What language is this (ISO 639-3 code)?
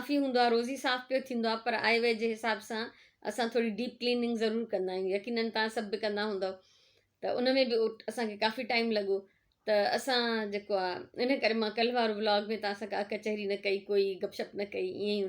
snd